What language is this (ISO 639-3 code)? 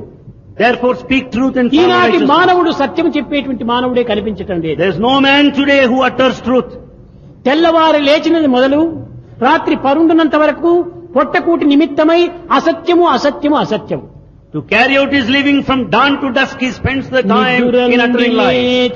tel